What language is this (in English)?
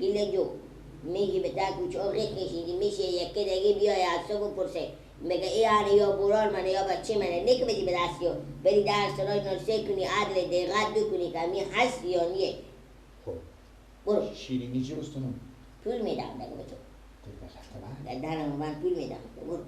Persian